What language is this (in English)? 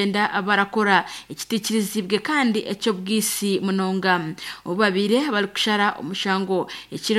Nyankole